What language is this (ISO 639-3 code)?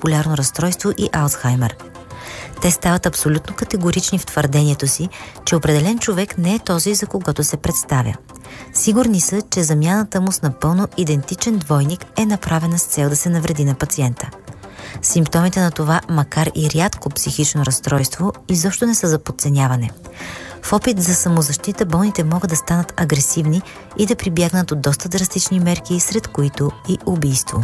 bul